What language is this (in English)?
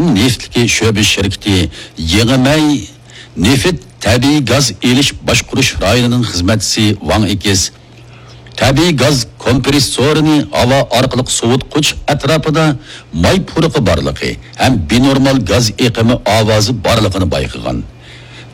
Uyghur